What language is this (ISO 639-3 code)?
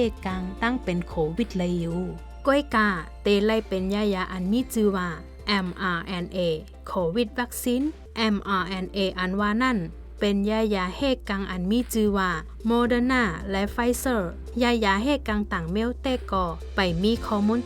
shn